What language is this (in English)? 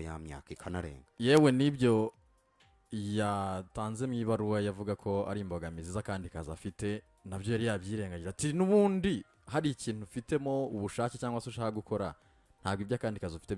Kinyarwanda